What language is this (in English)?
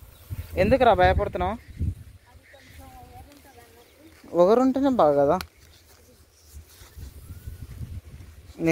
Telugu